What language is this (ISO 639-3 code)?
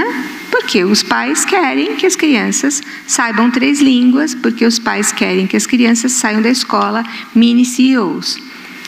por